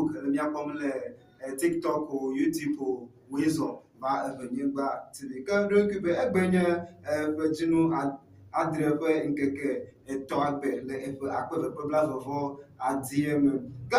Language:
Ewe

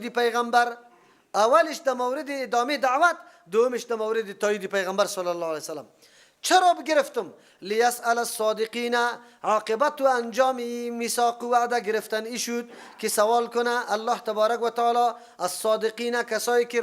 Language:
Persian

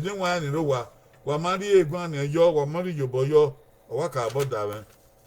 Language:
Bini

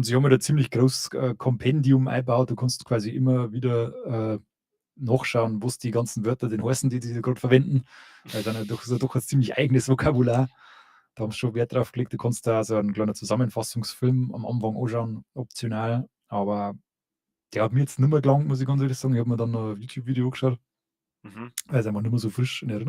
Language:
Bavarian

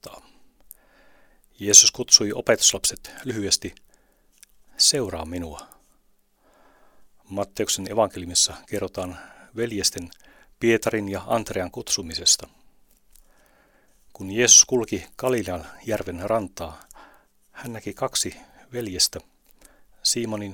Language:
Finnish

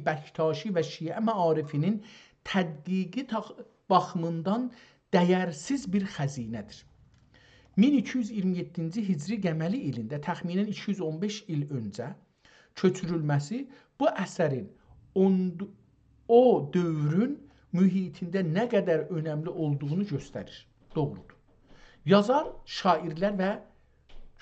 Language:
South Azerbaijani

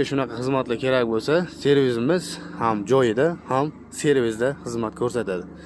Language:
Uzbek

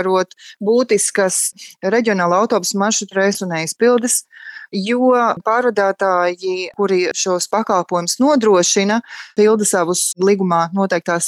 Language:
Latvian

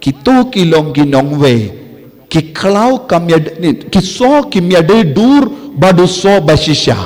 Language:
Khasi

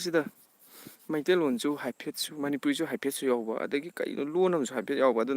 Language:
Manipuri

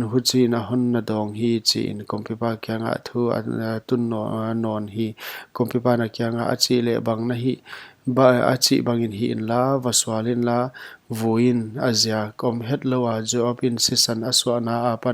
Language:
Paite Chin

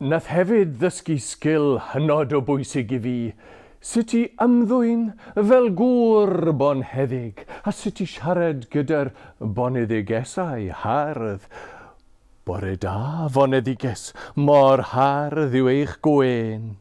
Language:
Welsh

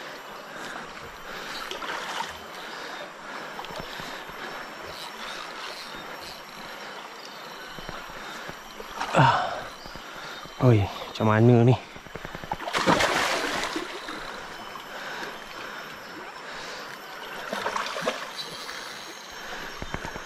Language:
Malay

